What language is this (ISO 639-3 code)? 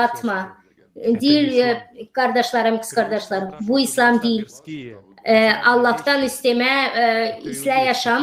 gag